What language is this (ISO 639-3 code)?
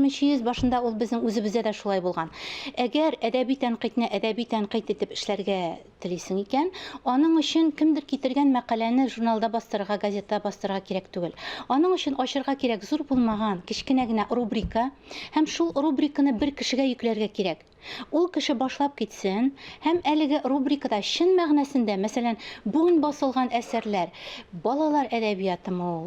tat